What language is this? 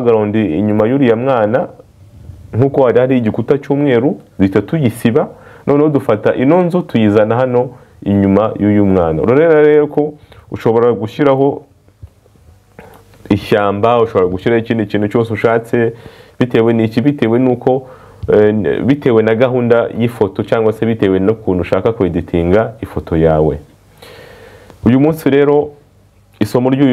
Kinyarwanda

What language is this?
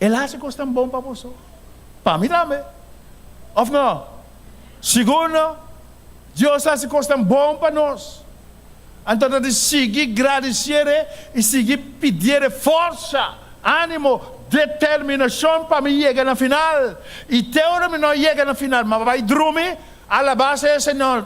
Papiamento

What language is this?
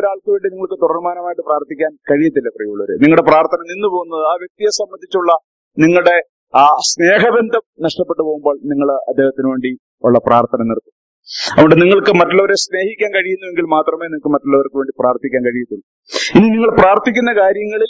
Malayalam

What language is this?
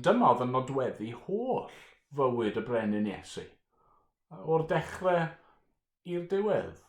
Welsh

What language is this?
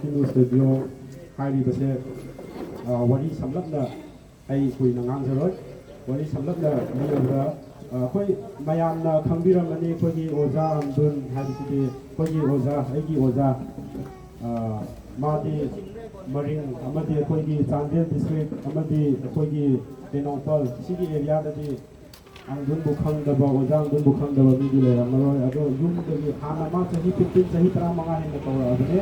Manipuri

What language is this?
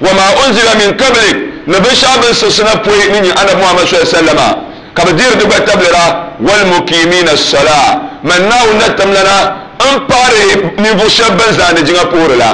Dagbani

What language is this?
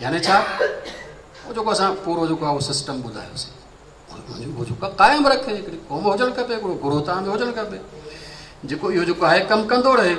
Sindhi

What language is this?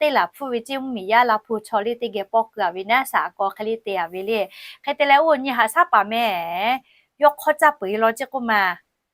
Lahu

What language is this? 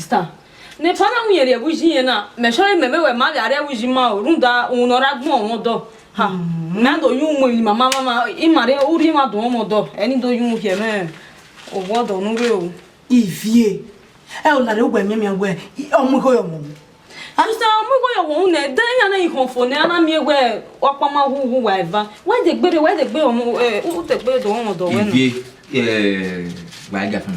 Bini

